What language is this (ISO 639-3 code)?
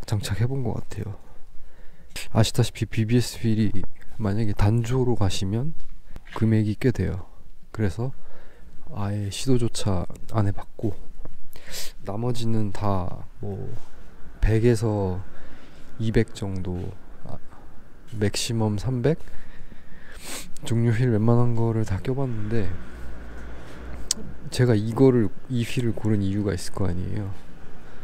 kor